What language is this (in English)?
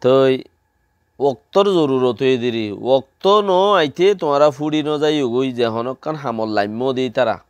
Rohingya